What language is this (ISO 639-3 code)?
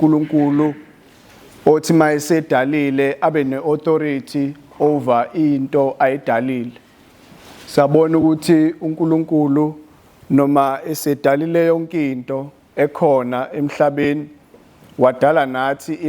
zul